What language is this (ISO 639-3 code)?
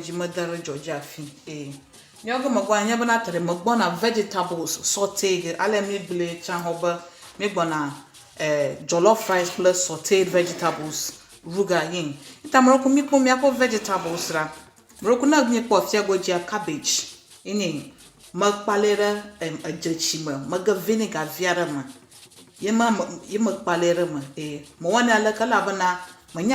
ewe